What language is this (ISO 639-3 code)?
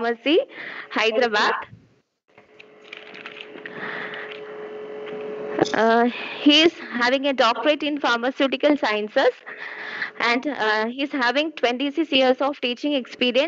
eng